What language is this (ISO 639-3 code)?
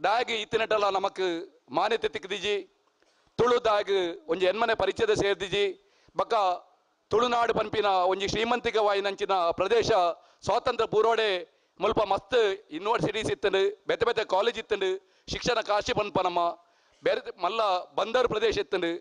tcy